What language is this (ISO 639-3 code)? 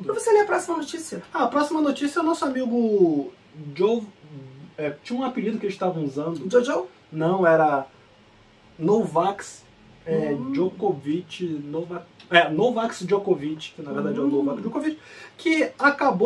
por